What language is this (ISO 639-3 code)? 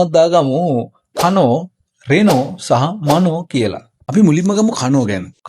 sin